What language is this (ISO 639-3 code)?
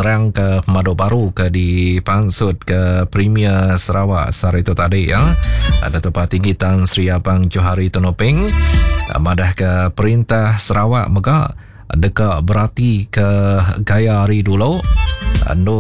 iba